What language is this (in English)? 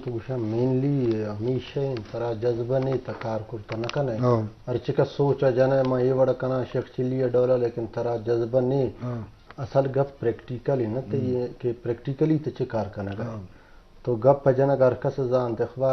Eastern Balochi